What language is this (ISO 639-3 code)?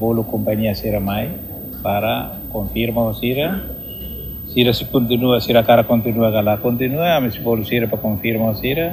tet